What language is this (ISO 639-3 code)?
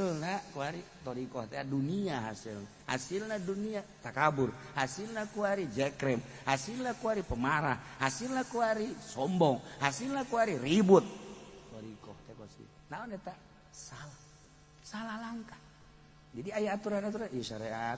sun